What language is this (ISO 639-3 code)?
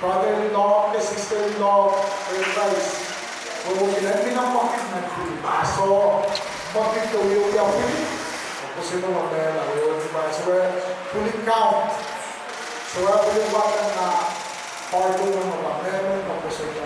pon